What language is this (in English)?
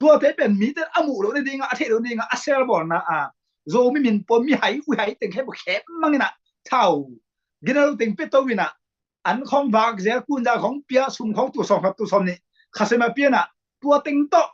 Tedim Chin